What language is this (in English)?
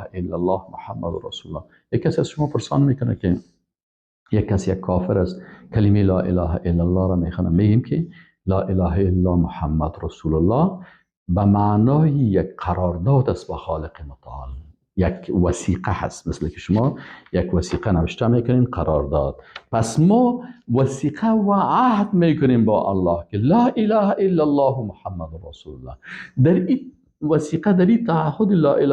Persian